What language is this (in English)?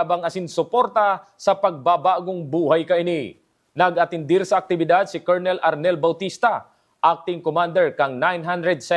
Bikol